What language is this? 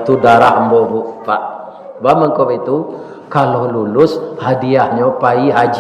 Minangkabau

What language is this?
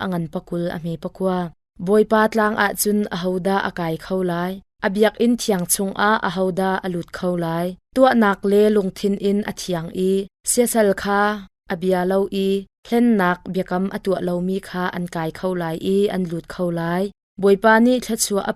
Hakha Chin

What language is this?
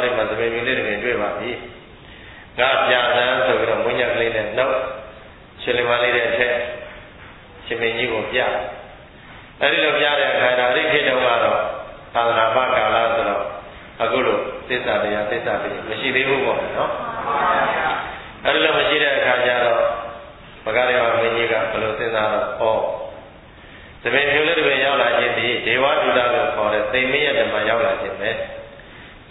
Burmese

